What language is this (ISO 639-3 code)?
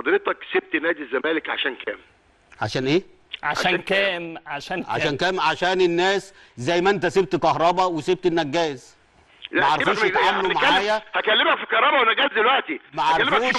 arz